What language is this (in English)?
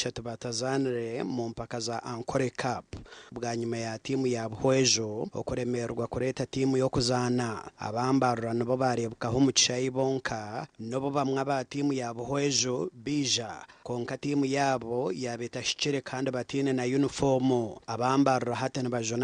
Nyankole